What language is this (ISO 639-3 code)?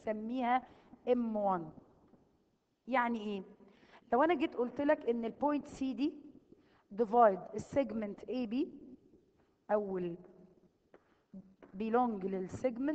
arz